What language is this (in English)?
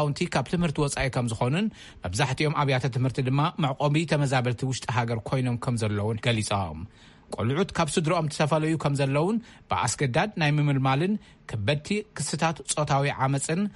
Tigrinya